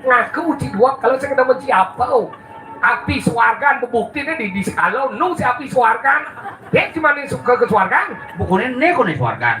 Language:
Balinese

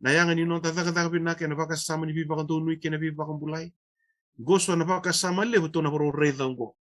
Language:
Fijian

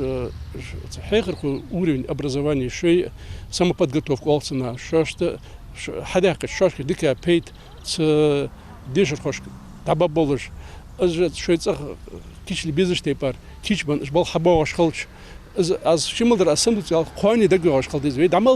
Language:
Ingush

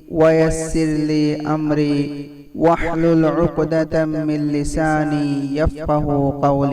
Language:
Divehi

